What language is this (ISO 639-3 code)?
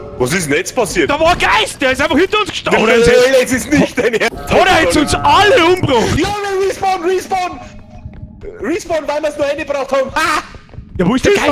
bar